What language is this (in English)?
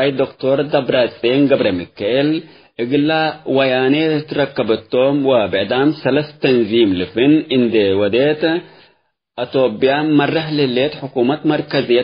Tigre